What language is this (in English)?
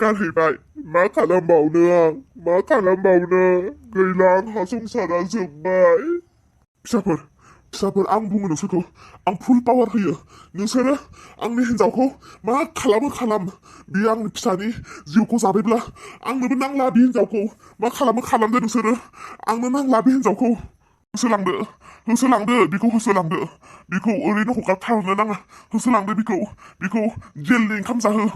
Bodo